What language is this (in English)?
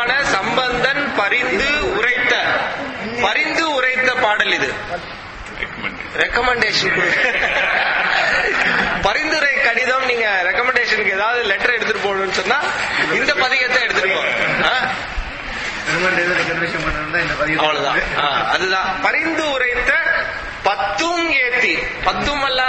Tamil